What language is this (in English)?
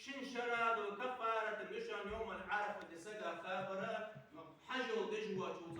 Ingush